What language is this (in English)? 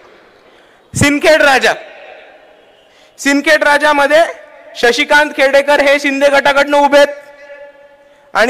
Marathi